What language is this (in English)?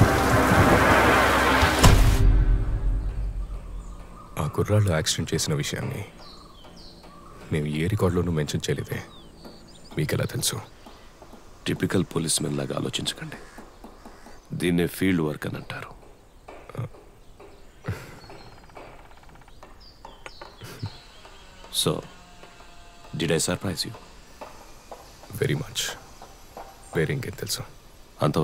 Telugu